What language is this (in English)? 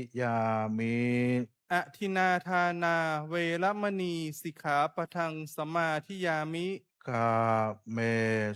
Pali